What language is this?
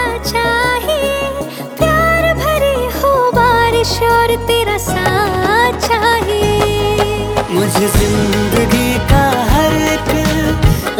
Hindi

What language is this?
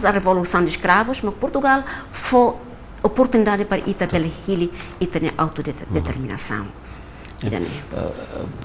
Tetum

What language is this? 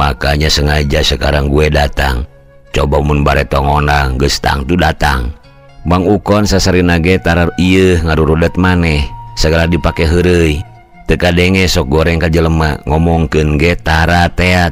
Sundanese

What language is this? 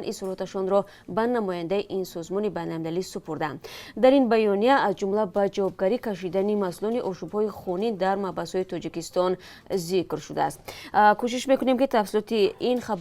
Tajik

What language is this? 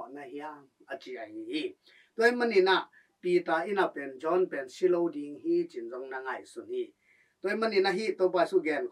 Tedim Chin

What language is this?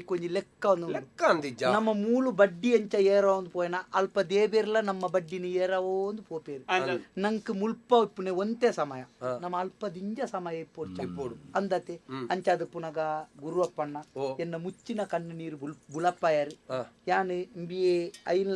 Tulu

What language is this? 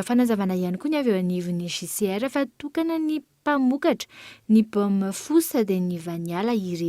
Malagasy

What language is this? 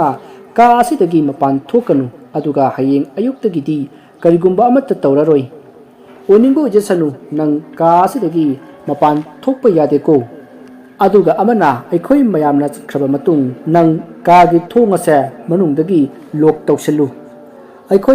Manipuri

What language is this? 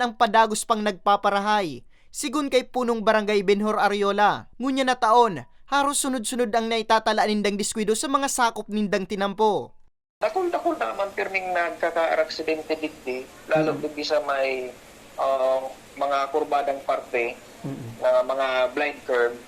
Bikol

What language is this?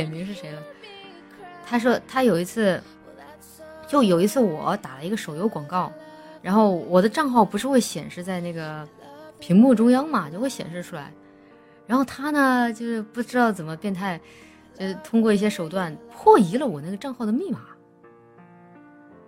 Chinese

